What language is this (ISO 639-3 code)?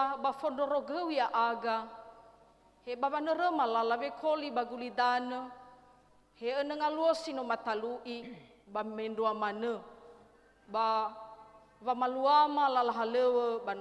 nia